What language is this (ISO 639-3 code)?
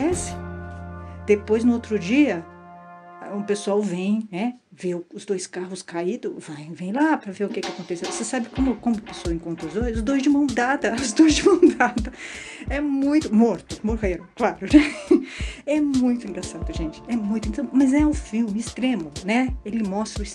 por